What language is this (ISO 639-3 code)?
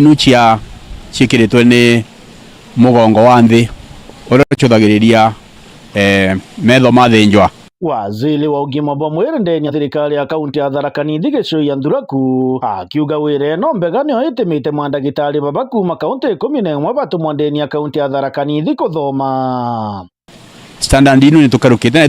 mer